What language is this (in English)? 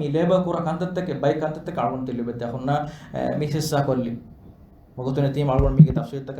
Divehi